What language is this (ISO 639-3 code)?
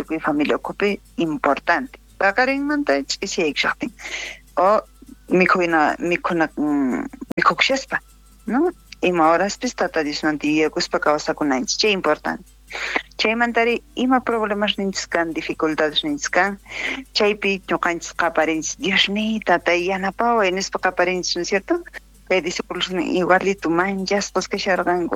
quh